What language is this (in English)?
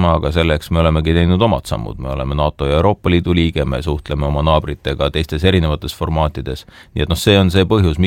Estonian